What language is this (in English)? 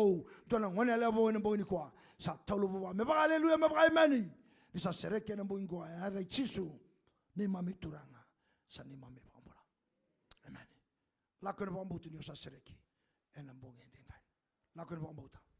Fijian